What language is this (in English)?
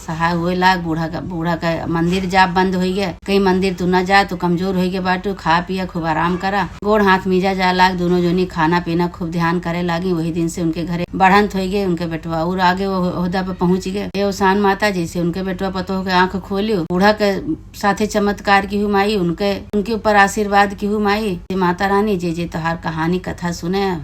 Awadhi